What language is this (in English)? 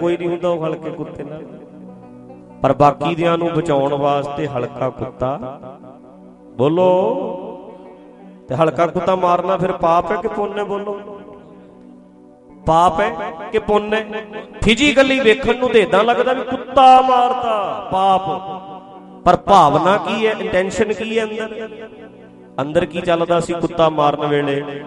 Punjabi